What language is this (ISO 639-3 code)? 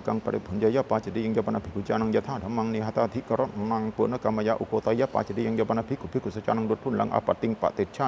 pli